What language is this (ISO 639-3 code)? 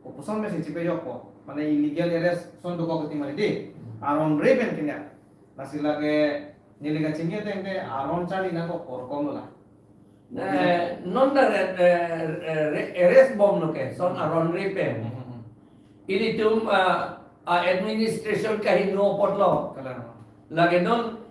mjw